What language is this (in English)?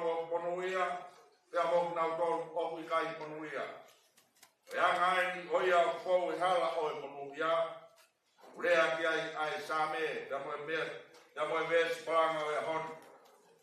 Tongan